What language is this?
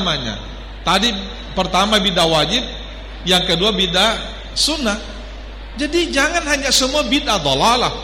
Indonesian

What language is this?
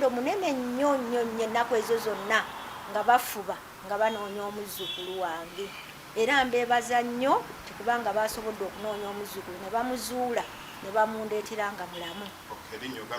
Ganda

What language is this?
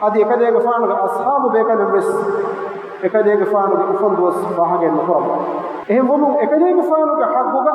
Divehi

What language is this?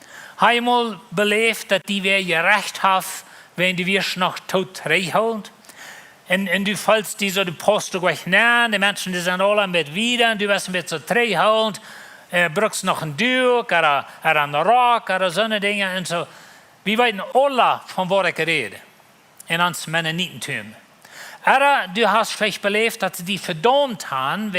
Plautdietsch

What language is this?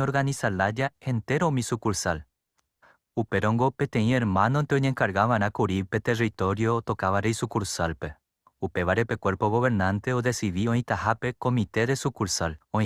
Guarani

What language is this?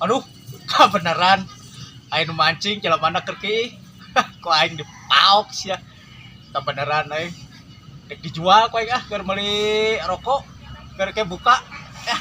Sundanese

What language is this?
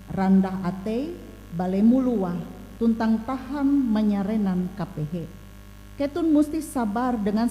Ngaju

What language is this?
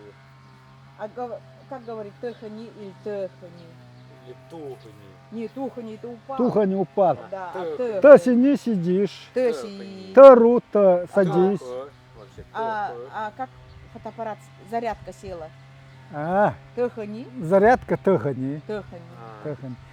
Nanai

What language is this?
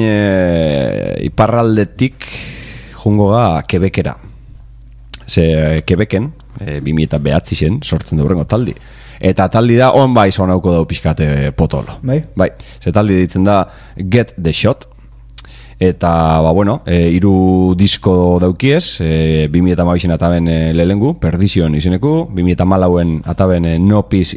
Basque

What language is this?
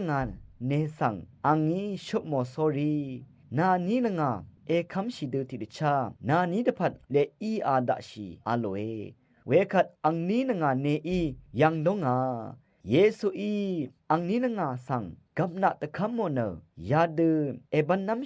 Rawang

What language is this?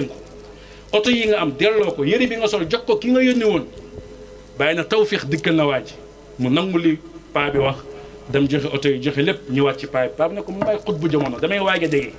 Wolof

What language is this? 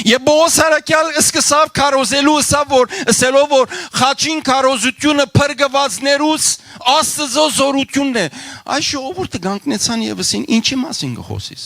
Western Armenian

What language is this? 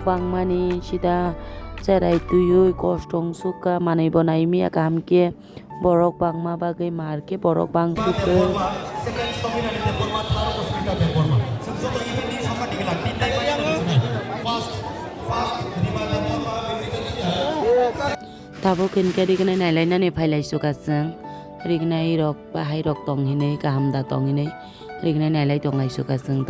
Kok Borok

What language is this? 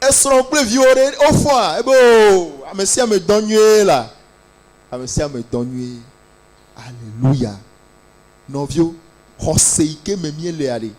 Ewe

